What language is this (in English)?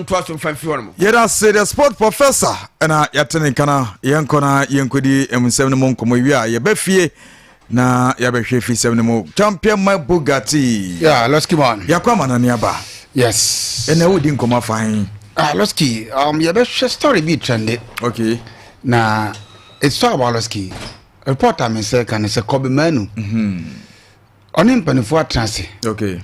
Akan